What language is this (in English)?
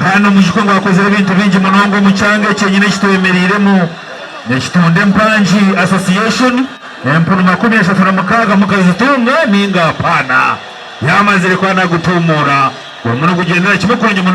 Nyankole